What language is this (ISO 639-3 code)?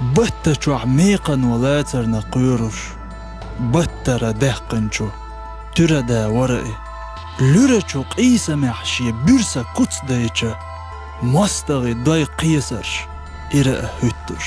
che